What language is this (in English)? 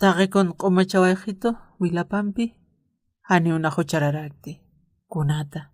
Aymara